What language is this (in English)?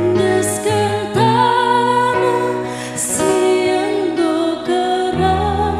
Batak Karo